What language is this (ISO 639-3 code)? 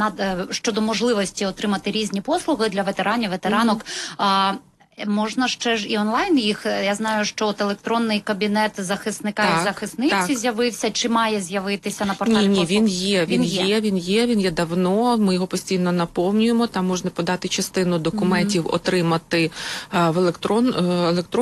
ukr